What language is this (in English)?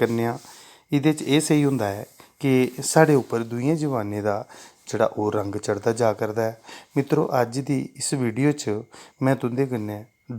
Dogri